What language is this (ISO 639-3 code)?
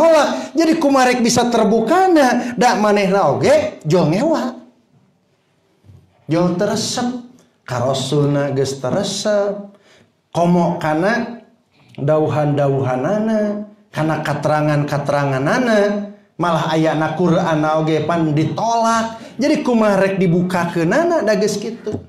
sun